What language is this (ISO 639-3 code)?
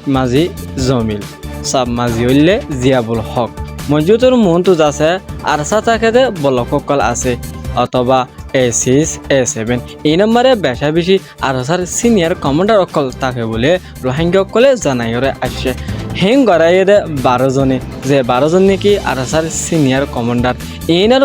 rhg